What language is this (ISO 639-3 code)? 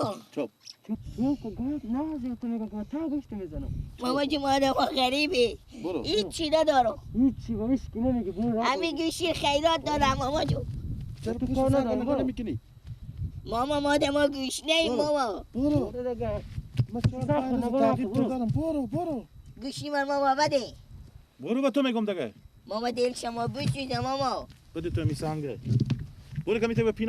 fas